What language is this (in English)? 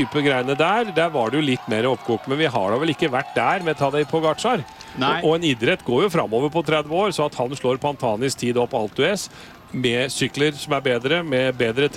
Norwegian